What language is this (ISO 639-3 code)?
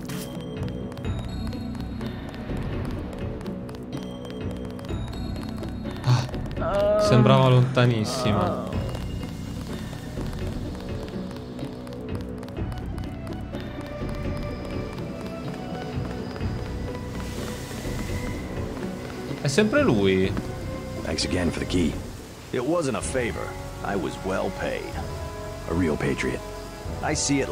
ita